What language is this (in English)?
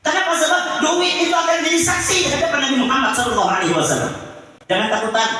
Banjar